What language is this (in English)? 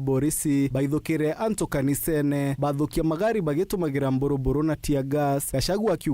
Meru